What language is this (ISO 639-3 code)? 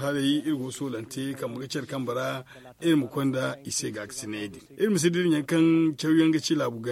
dje